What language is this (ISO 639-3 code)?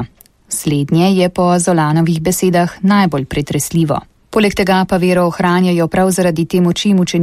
slv